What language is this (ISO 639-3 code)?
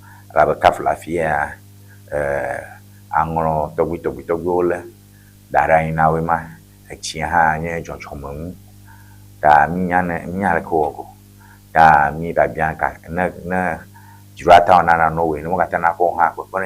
ewe